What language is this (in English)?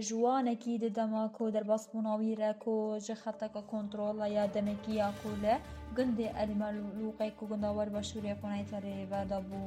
Kurdish